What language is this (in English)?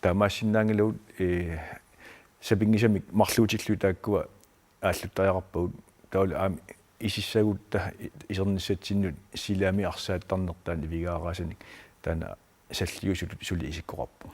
Kalaallisut